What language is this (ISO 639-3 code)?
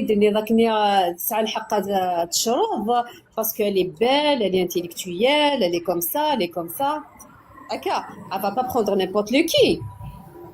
kab